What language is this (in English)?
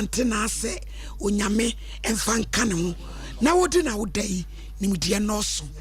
Akan